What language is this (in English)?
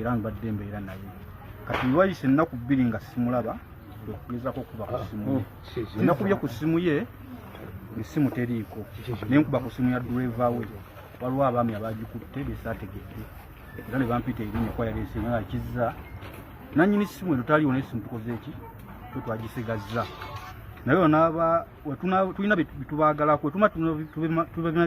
Ganda